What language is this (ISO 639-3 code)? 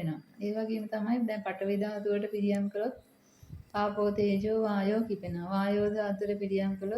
sin